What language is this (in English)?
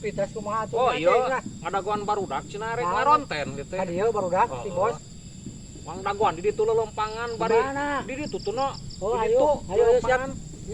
Sundanese